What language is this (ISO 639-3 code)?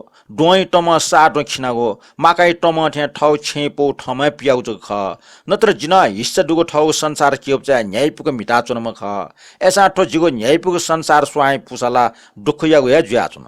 new